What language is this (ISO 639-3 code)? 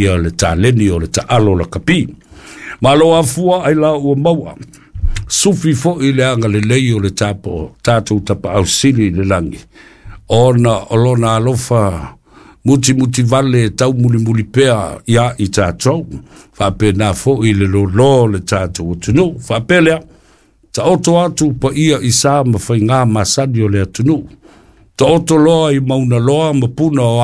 smo